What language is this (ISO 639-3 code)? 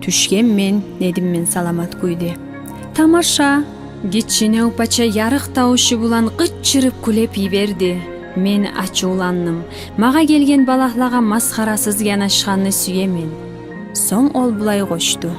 kum